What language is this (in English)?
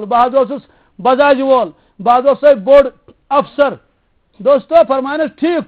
Kashmiri